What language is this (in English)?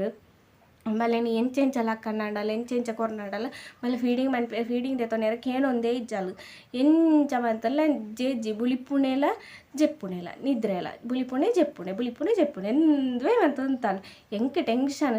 Tulu